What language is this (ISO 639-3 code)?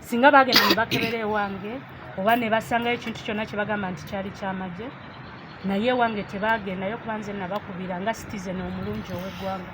lug